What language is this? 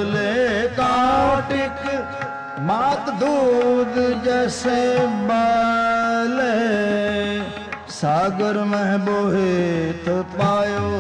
Punjabi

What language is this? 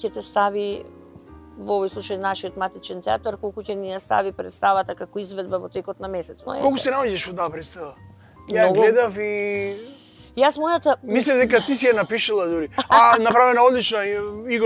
Macedonian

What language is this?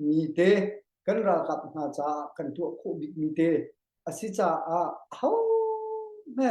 Hakha Chin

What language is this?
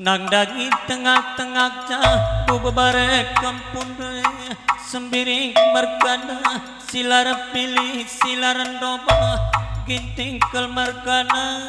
Batak Karo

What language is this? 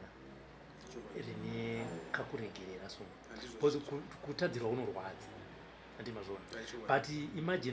Shona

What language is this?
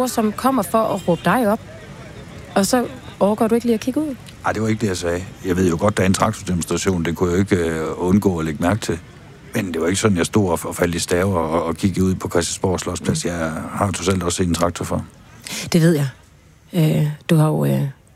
Danish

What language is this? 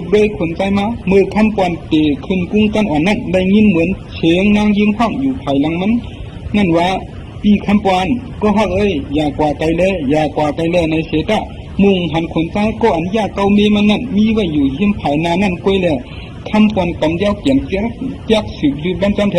Shan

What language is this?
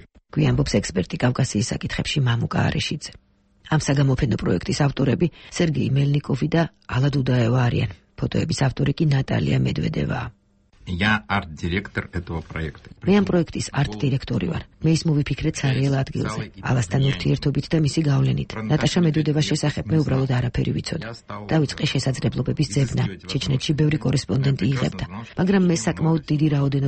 Georgian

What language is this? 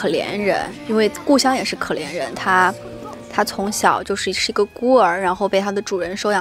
Chinese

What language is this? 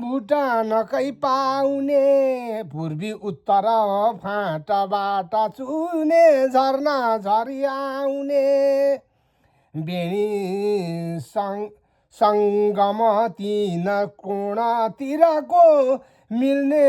Nepali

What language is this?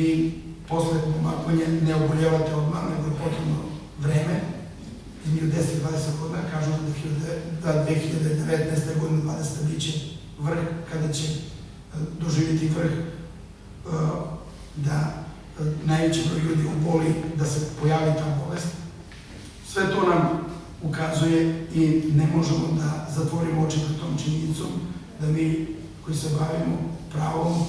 Serbian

